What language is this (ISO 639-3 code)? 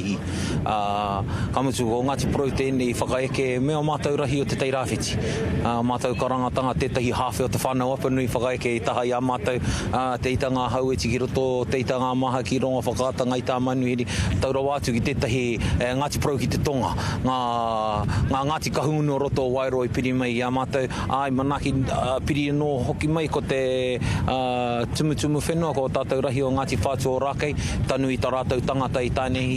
mri